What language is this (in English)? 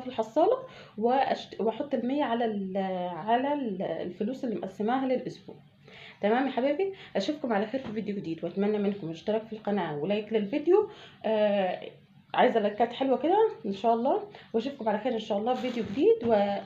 Egyptian Arabic